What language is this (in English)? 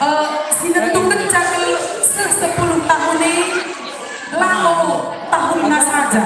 Batak Karo